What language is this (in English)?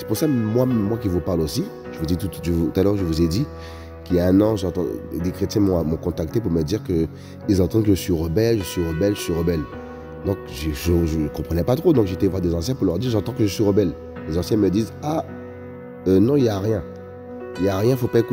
French